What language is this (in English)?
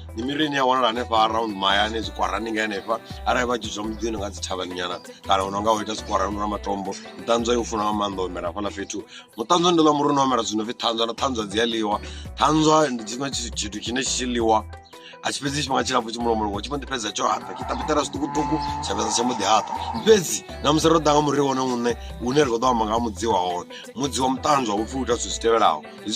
Venda